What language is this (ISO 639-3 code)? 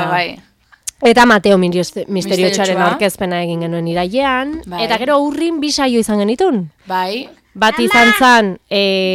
eus